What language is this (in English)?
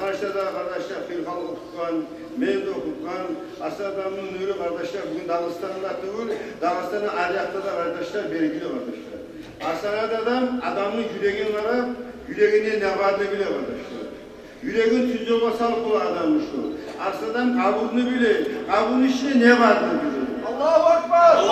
Kumyk